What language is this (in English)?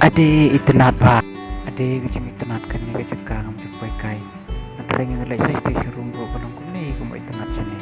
Khasi